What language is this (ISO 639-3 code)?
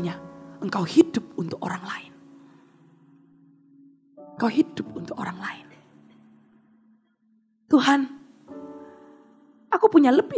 ind